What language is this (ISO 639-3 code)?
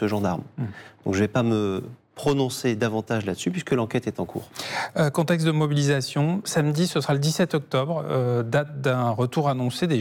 fra